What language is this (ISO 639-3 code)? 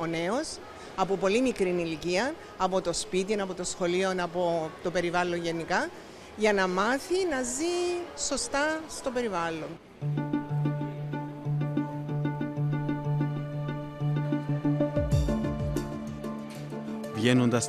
ell